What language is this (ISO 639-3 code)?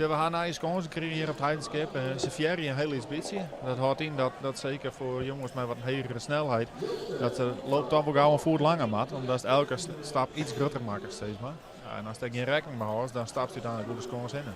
fry